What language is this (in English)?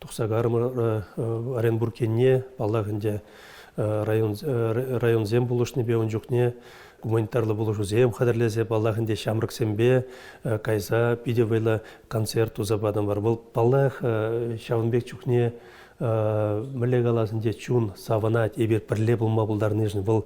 Chuvash